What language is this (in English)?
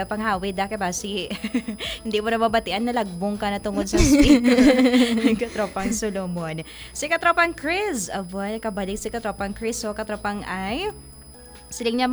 Hiligaynon